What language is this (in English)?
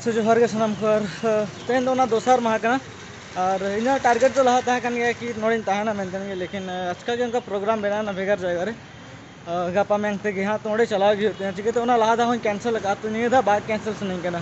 Santali